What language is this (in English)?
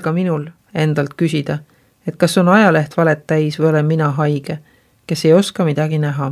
Estonian